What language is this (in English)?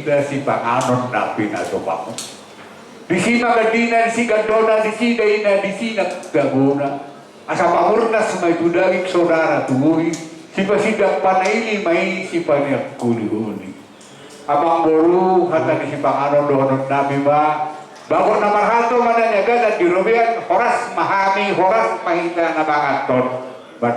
Batak Toba